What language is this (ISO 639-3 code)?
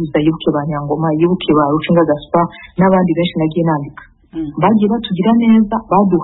kin